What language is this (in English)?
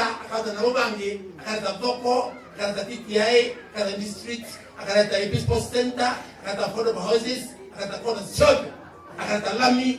Meru